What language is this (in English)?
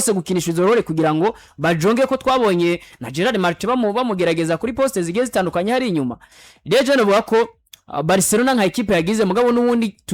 Rundi